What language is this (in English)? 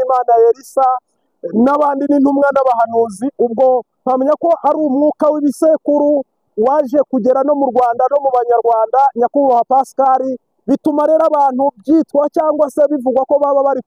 Kinyarwanda